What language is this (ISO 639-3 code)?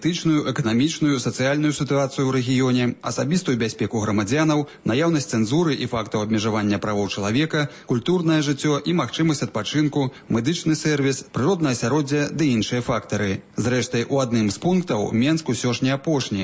bel